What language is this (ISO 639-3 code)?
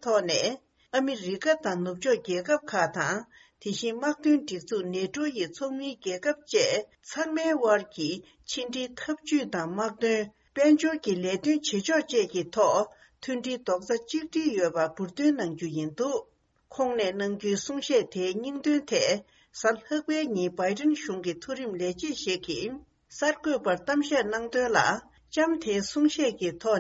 bod